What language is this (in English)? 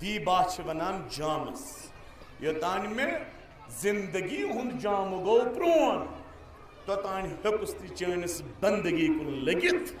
Kashmiri